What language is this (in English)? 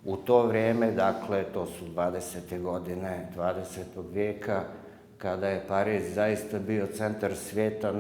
Bosnian